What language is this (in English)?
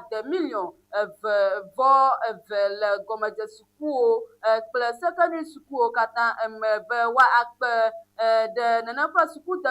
Ewe